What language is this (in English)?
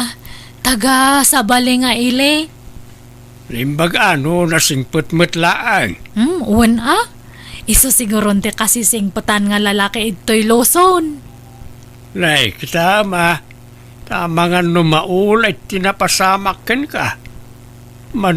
Iloko